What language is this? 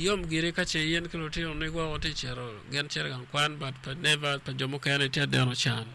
Acoli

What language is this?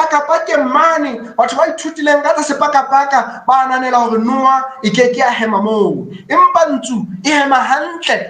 Southern Sotho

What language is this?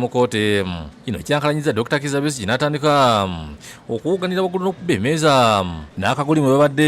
Ganda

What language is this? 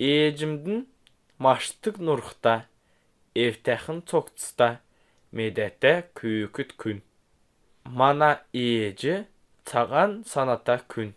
Kalmyk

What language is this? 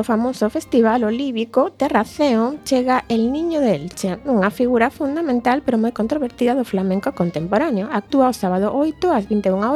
Galician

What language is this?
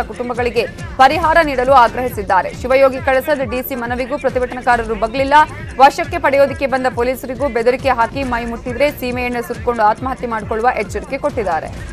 Kannada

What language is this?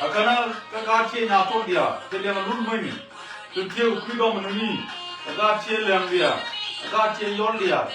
Nuer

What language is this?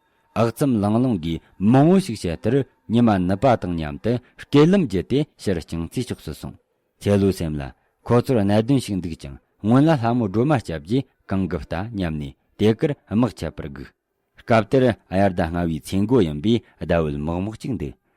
Tibetan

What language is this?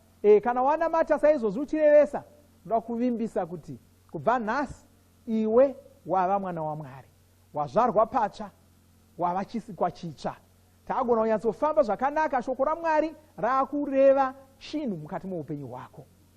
Shona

